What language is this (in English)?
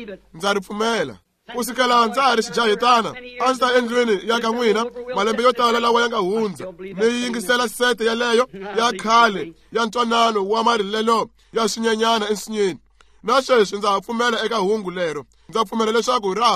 Tsonga